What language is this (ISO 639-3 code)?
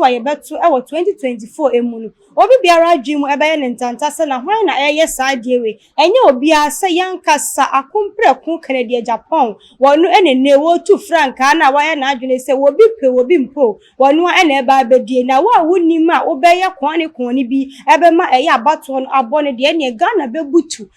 aka